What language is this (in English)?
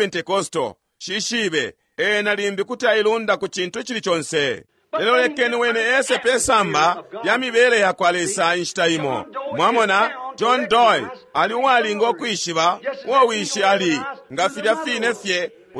Bemba